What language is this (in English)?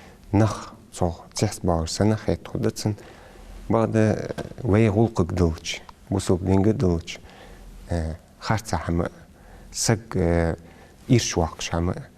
Ingush